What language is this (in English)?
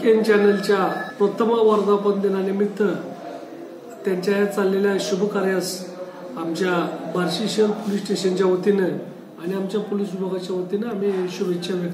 Marathi